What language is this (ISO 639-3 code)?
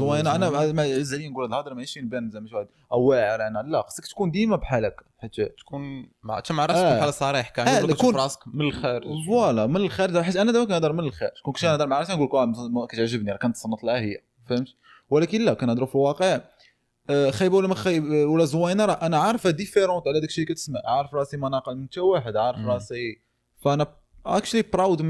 ary